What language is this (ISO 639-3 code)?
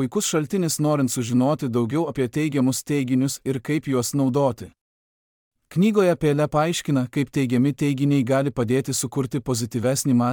lit